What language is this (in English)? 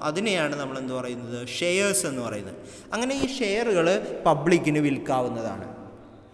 Malayalam